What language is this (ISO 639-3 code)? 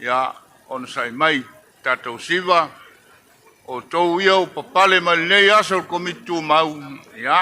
smo